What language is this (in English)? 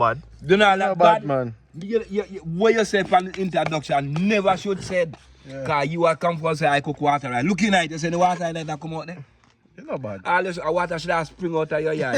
Jamaican Creole English